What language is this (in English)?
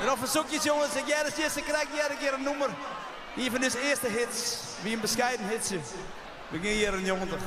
Western Frisian